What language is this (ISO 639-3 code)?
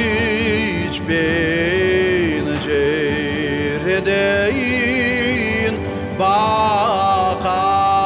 crh